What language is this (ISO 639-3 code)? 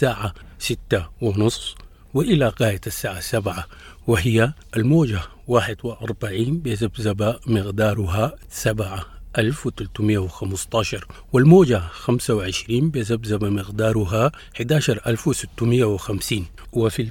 apd